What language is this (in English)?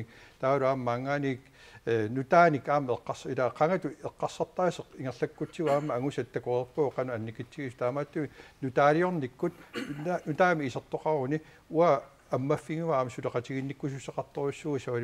Kalaallisut